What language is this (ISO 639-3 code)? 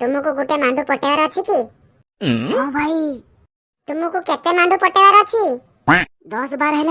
ori